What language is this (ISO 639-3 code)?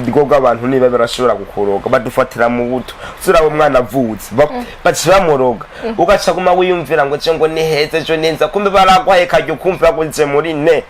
run